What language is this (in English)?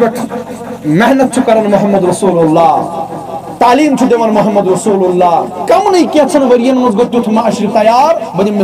Kashmiri